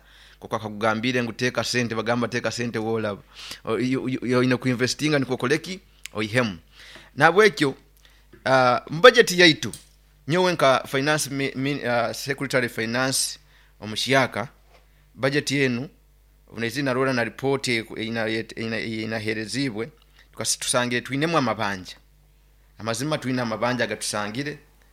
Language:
Nyoro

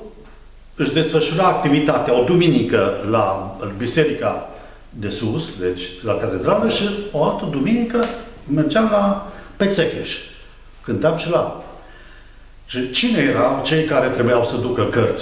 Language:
Romanian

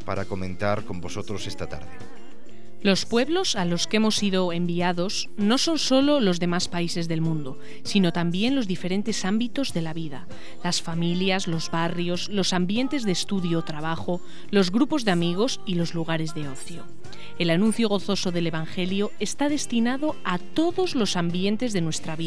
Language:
Spanish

